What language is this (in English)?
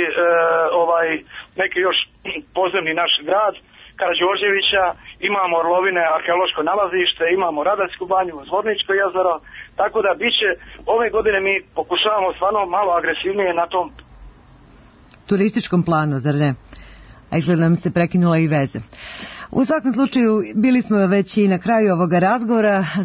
Serbian